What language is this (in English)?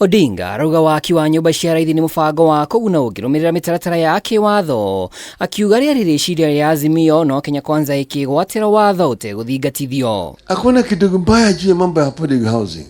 Kikuyu